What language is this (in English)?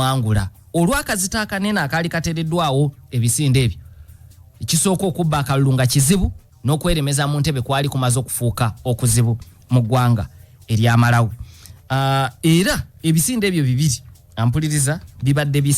Ganda